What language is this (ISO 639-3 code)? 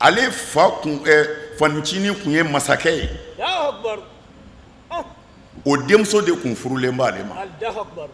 bam